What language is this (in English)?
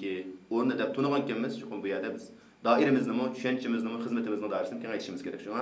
Uyghur